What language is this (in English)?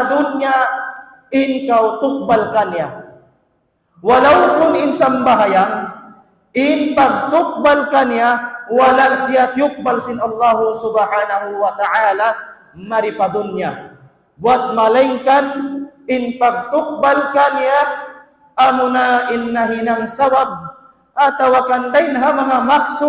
Tausug